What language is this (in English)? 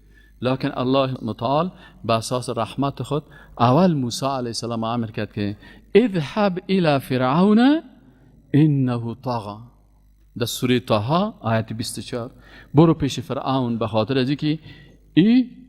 Persian